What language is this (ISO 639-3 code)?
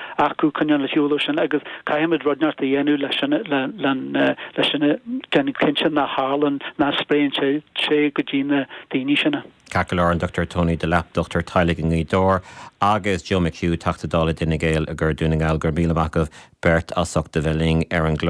gle